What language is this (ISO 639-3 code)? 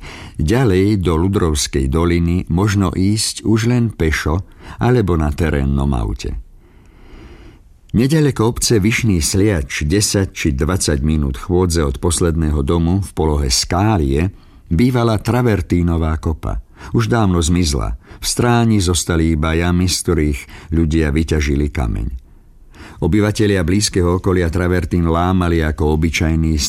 slk